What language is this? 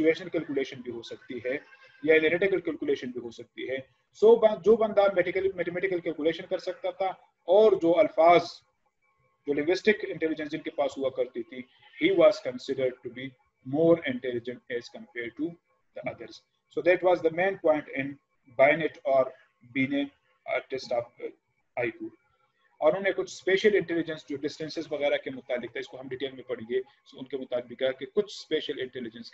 Urdu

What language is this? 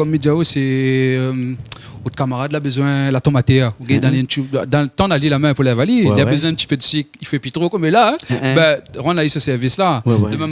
Réunion Creole French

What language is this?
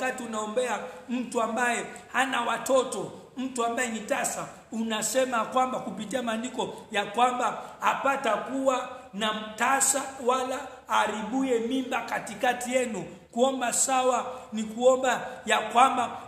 Swahili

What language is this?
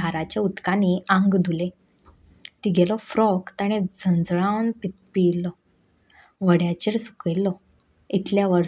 Konkani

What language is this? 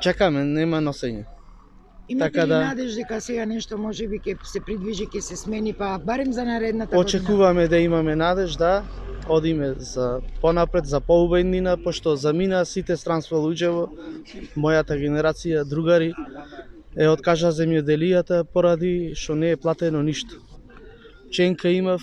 Macedonian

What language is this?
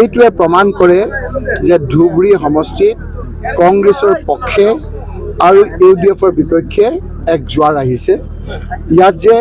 Assamese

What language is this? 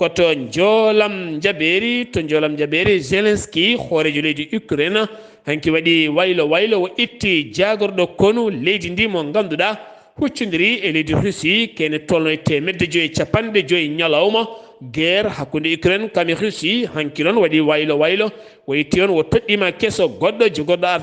Fula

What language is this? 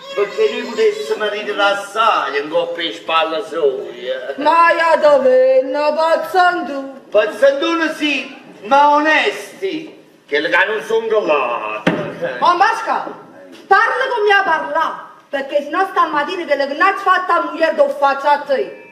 Neapolitan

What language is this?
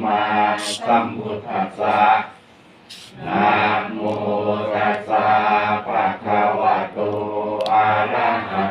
Pali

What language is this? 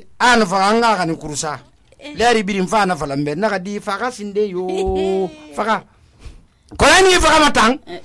Susu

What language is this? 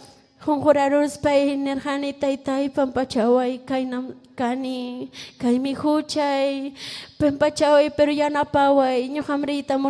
Ayacucho Quechua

